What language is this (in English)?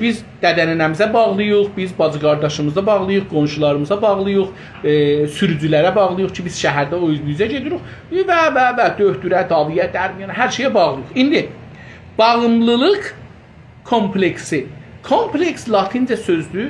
South Azerbaijani